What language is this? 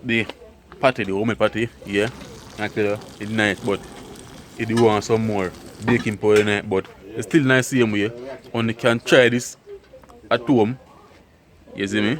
Jamaican Creole English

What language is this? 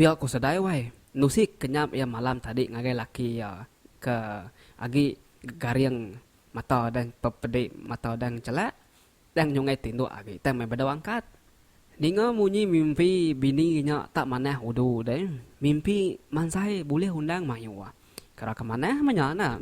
Iban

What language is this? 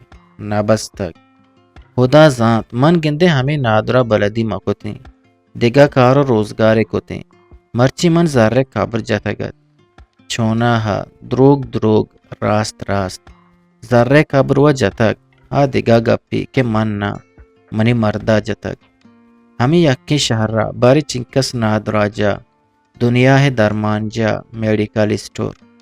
Eastern Balochi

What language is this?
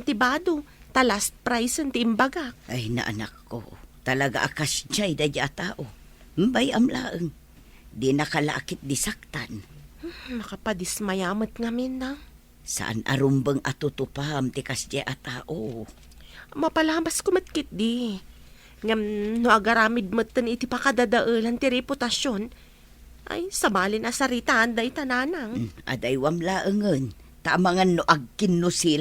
Iloko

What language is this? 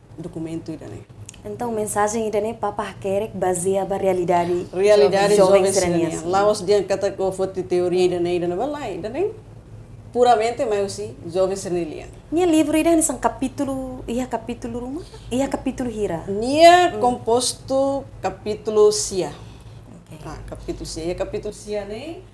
Tetum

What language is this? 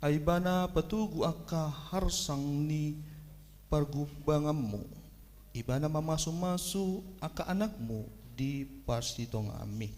Batak Toba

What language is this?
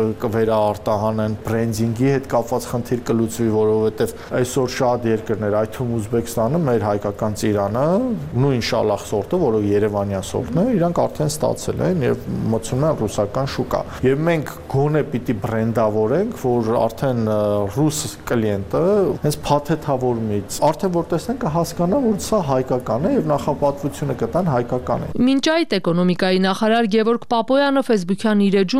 Armenian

